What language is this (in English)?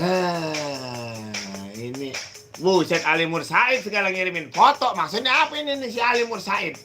Betawi